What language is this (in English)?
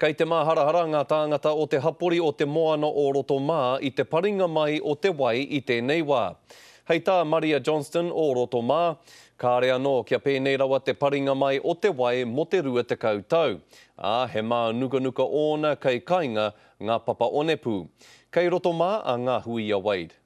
Māori